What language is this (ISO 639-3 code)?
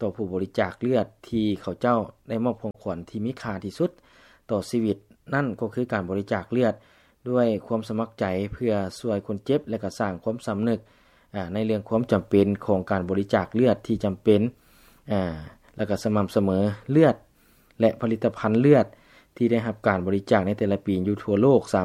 lao